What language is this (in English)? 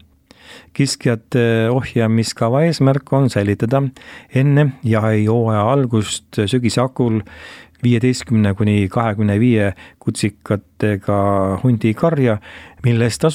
Estonian